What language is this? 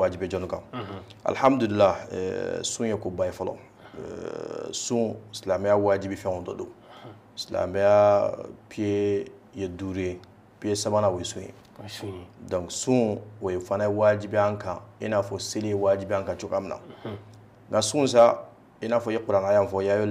Bambara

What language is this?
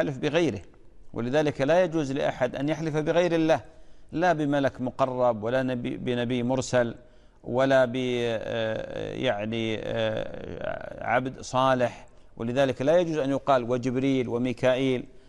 Arabic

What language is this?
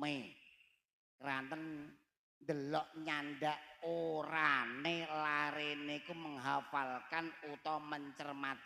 Javanese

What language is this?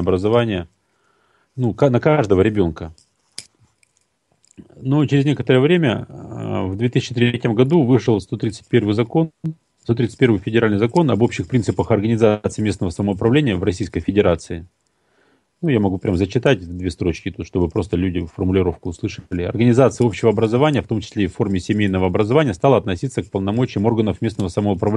Russian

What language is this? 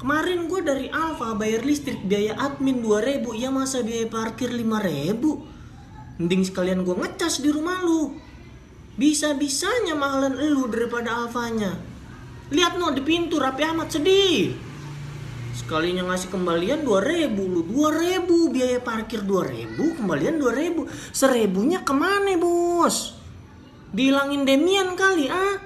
Betawi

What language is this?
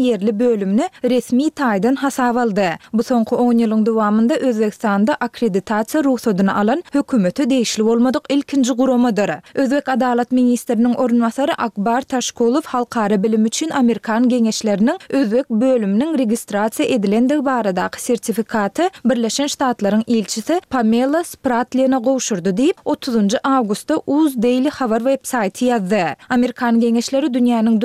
Turkmen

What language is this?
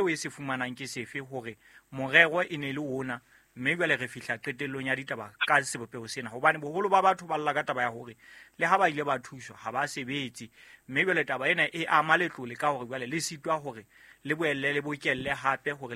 Southern Sotho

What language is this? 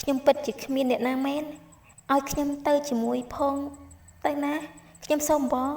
Khmer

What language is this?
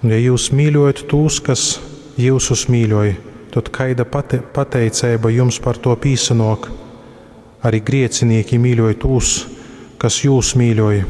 Latgalian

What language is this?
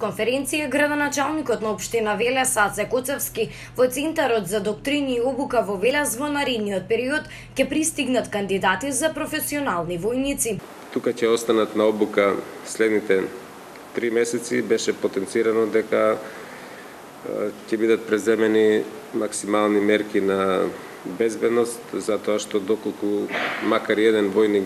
Macedonian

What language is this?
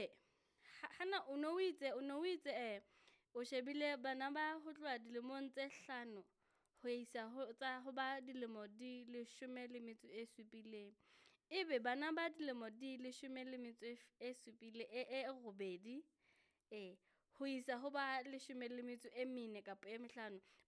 Southern Sotho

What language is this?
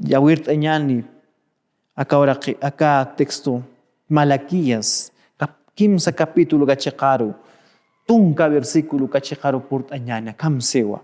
Aymara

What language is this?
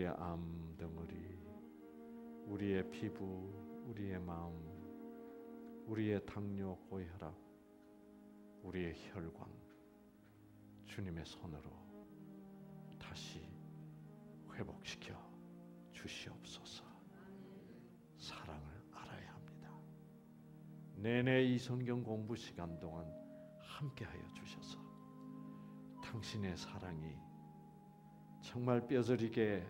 Korean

